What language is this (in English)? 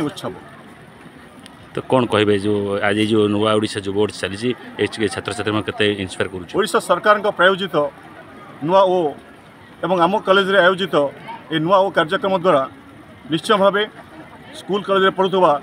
Odia